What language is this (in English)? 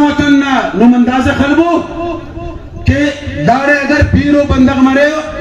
Brahui